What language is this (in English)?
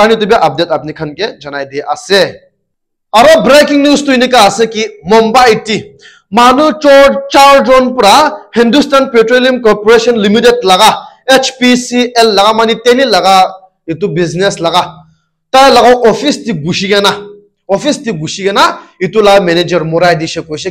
Naga Pidgin